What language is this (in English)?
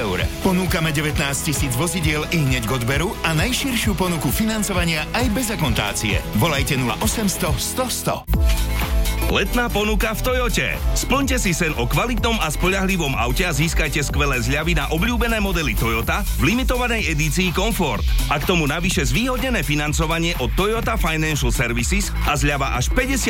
Slovak